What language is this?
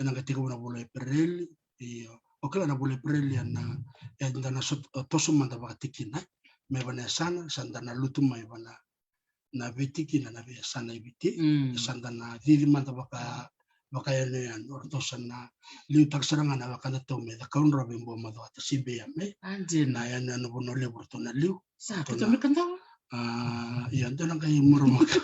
Fijian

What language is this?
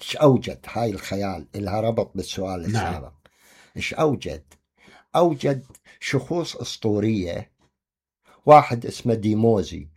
Mesopotamian Arabic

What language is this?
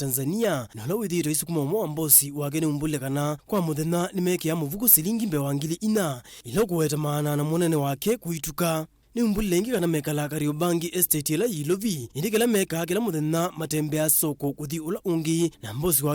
Kamba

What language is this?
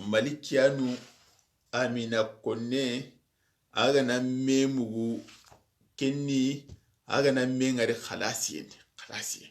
Soninke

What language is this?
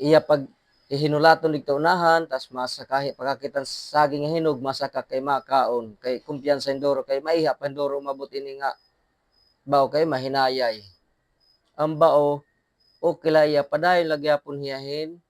Waray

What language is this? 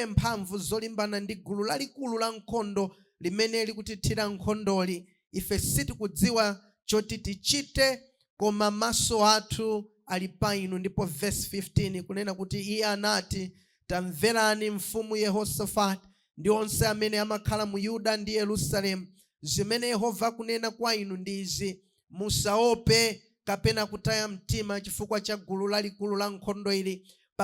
Nyanja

